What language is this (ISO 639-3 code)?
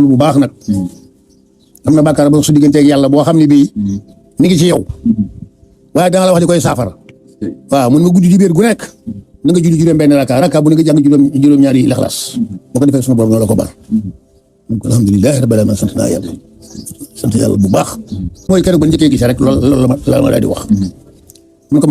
wol